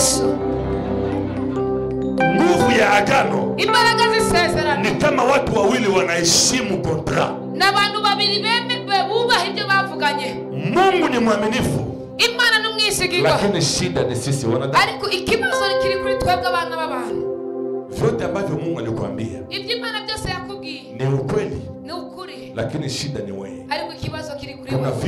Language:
Kinyarwanda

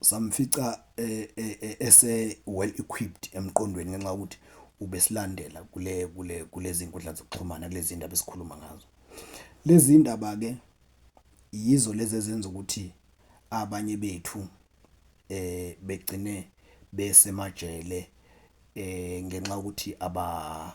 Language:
Zulu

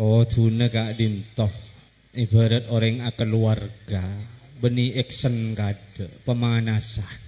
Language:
Madurese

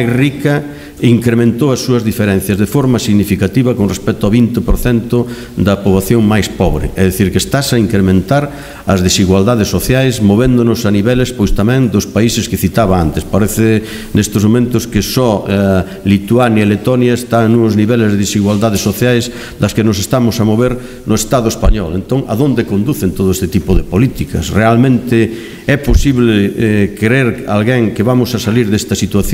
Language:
Galician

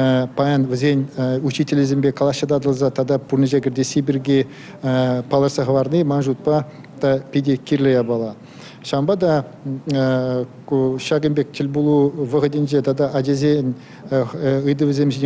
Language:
Chuvash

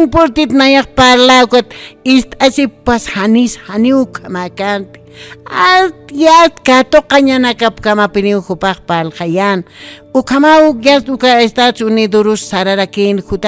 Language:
Aymara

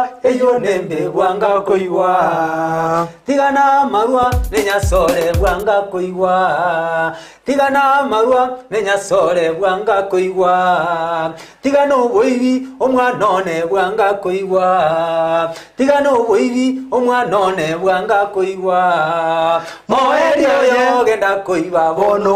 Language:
Gusii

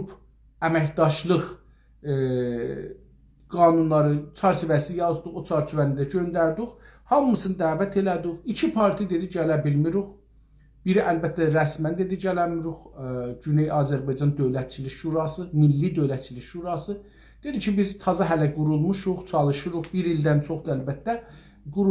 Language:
South Azerbaijani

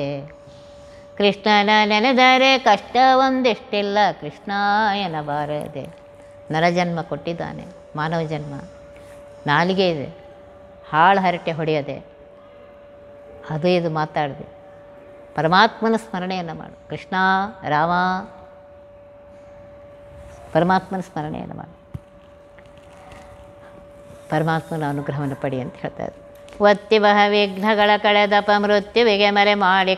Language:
Kannada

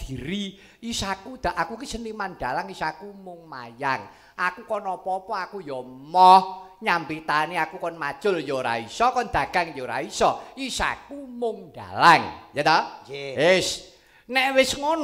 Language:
Javanese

